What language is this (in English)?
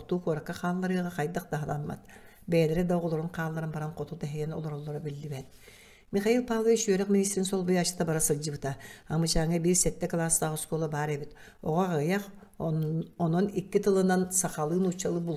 Yakut